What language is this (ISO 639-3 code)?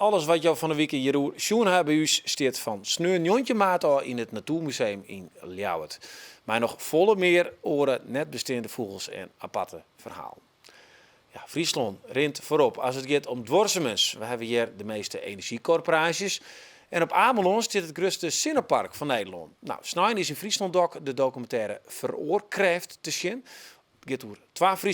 fry